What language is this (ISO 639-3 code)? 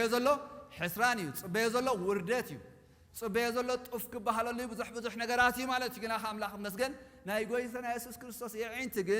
tir